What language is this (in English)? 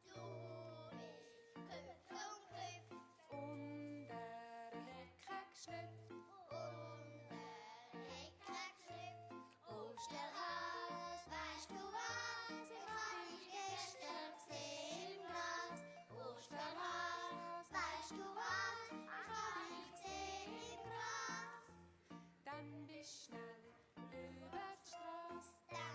Swiss German